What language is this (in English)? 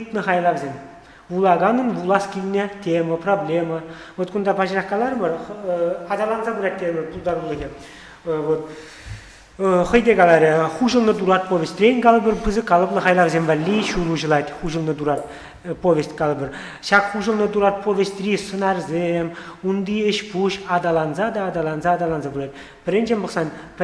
Chuvash